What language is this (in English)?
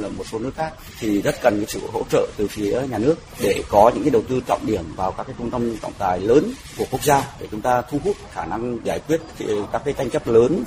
Vietnamese